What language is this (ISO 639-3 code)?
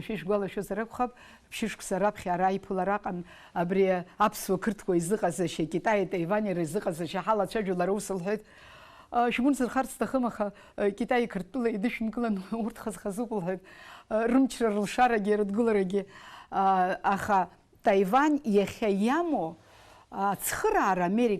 abk